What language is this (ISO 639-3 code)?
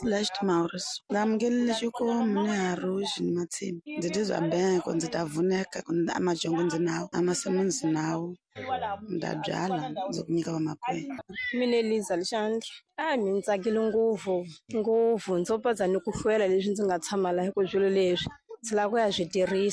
tso